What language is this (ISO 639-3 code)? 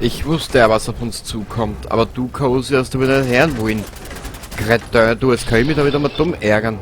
bar